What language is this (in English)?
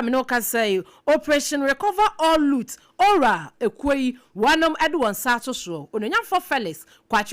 Akan